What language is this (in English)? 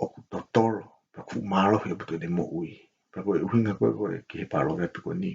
Tongan